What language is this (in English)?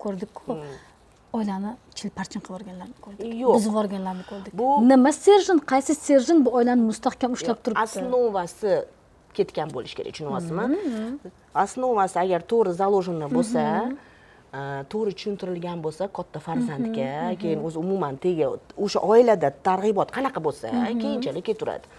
Uzbek